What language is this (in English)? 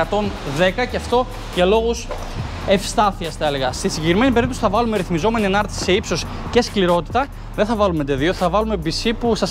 Greek